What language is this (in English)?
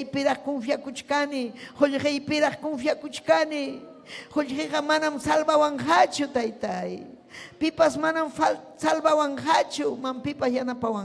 Ayacucho Quechua